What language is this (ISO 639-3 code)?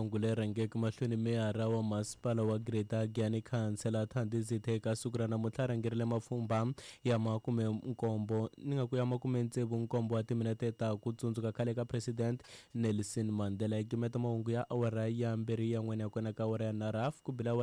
tso